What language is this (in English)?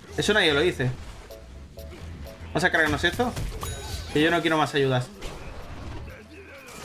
Spanish